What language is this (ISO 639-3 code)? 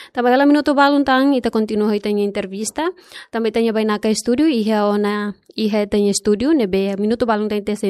tet